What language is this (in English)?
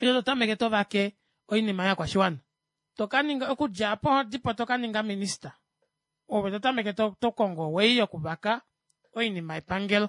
Kuanyama